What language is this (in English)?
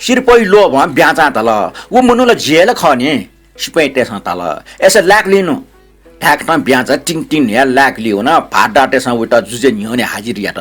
Newari